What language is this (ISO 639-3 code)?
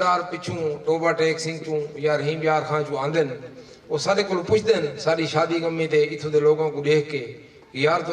skr